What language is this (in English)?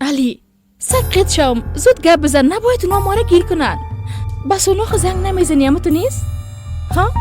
Persian